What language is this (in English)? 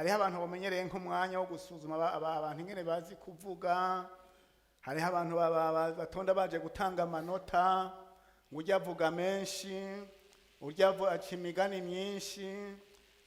Rundi